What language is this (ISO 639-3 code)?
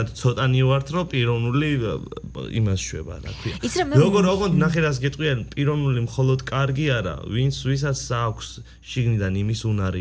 kat